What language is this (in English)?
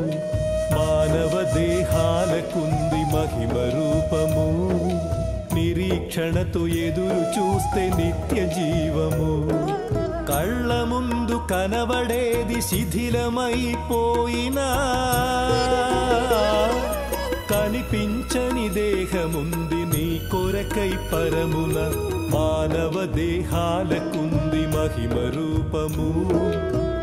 Telugu